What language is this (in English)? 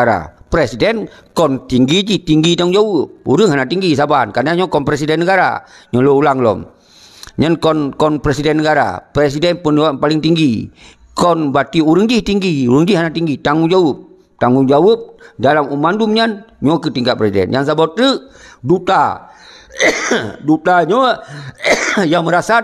Achinese